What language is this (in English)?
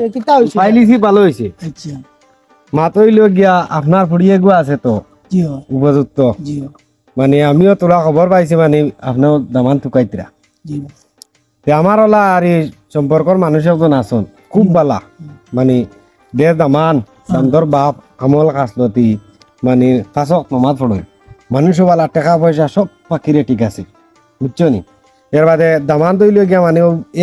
Sylheti